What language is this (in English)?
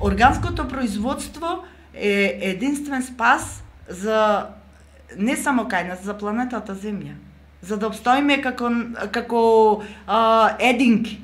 Macedonian